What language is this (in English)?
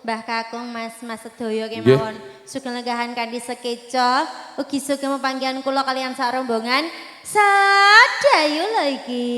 Javanese